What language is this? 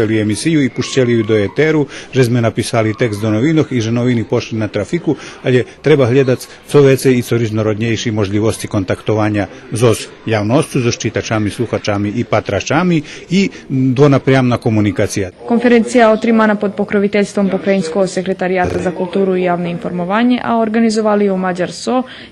Rusyn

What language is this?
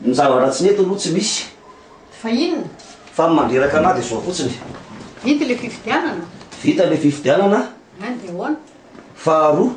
Malagasy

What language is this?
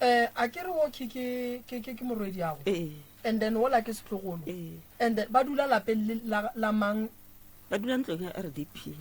Northern Sotho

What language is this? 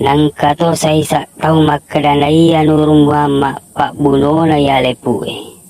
Buginese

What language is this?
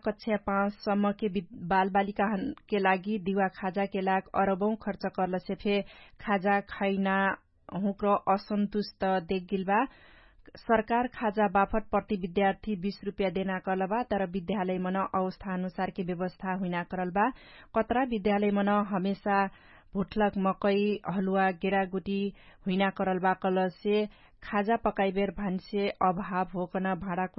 Dangaura Tharu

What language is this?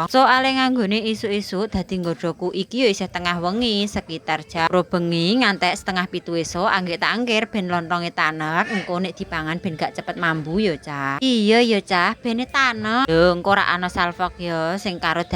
Javanese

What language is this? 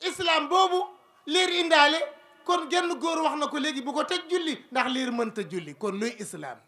Wolof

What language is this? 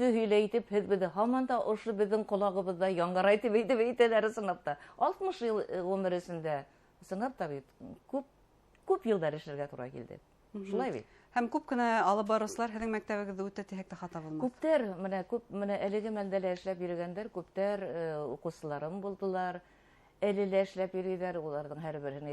Bashkir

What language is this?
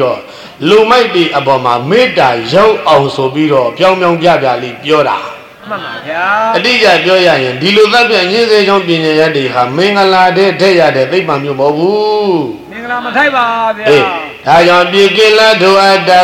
Burmese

